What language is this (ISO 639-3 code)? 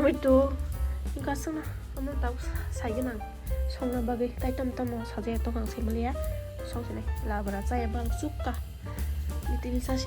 trp